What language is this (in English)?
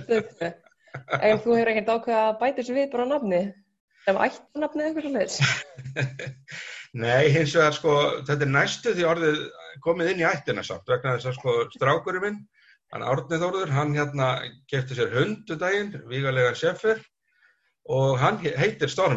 Icelandic